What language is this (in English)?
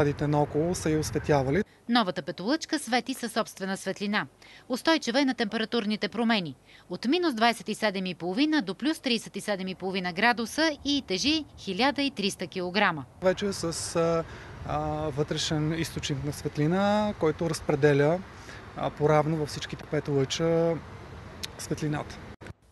Bulgarian